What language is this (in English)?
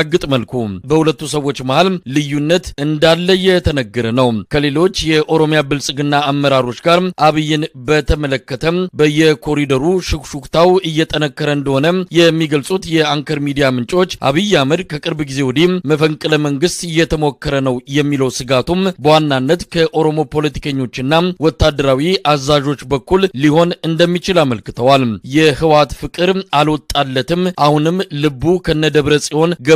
Amharic